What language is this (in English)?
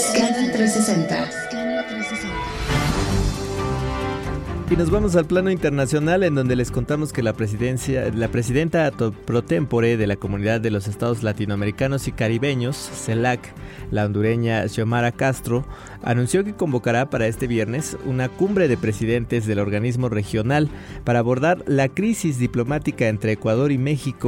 Spanish